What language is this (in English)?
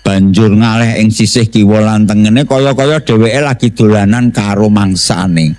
Javanese